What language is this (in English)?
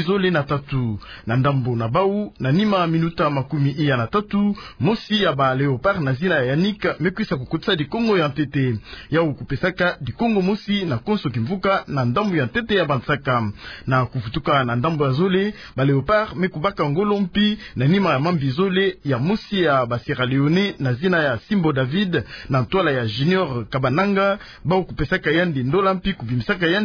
Kituba (Democratic Republic of Congo)